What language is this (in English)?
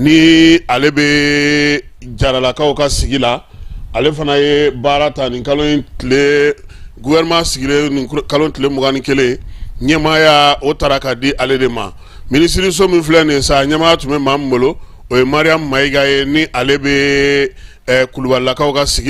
Bambara